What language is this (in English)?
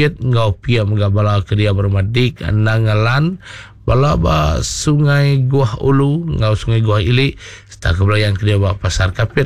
Iban